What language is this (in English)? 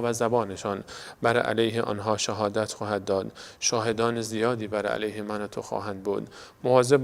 Persian